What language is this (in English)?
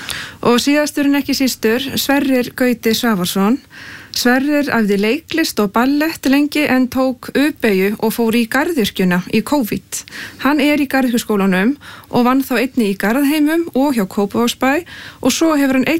Icelandic